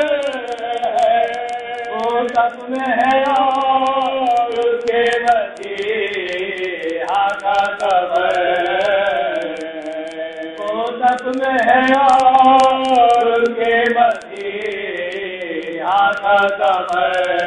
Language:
Urdu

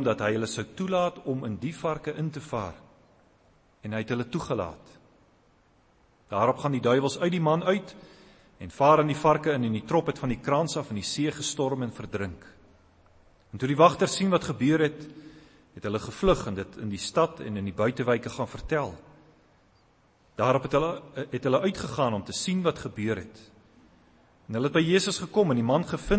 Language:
Afrikaans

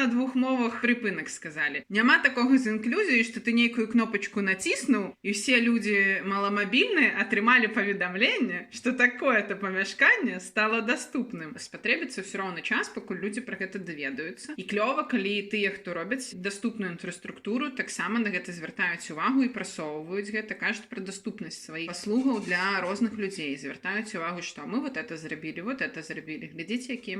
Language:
Belarusian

